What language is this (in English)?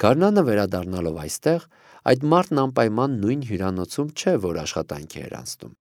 Armenian